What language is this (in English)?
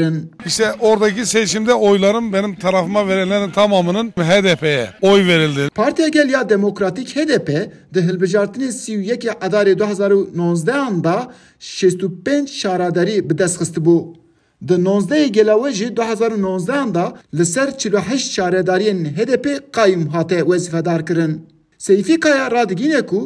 Kurdish